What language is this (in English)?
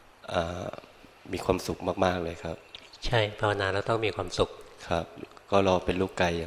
Thai